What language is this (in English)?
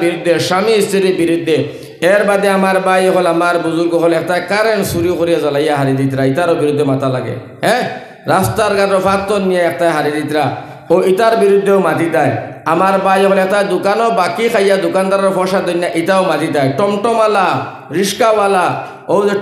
Sylheti